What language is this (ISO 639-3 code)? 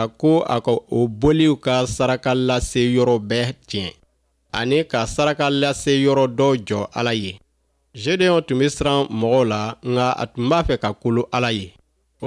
bam